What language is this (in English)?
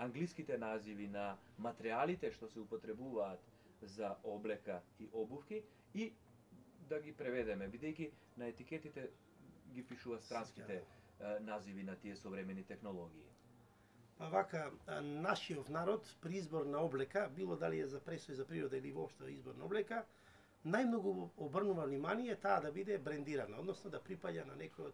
Macedonian